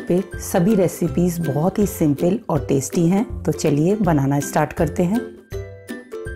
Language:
Hindi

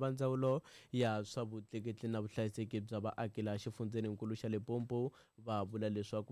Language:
Tsonga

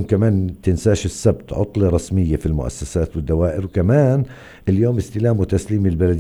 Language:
North Levantine Arabic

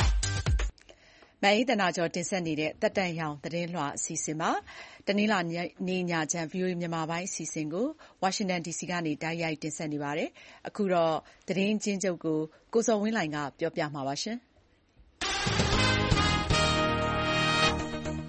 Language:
Burmese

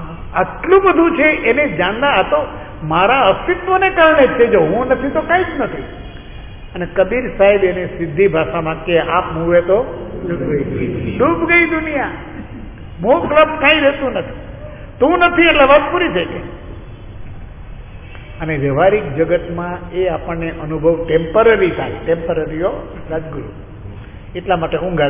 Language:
Gujarati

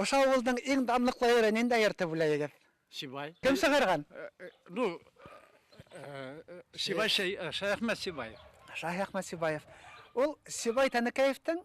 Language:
Bashkir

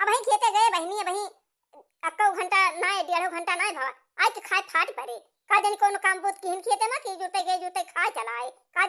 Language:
Awadhi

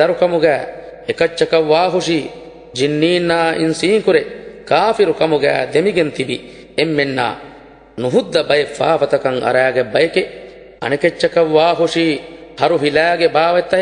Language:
Divehi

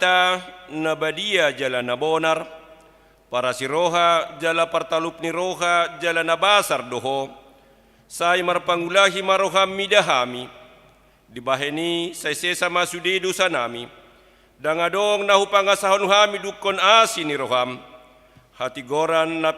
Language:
Batak Toba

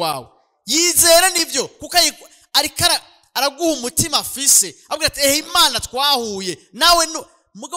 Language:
Rundi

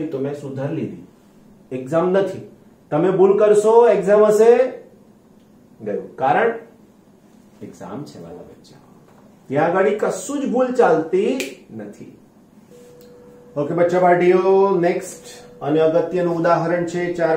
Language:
Gujarati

